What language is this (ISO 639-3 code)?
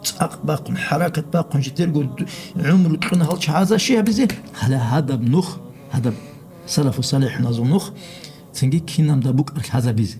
ava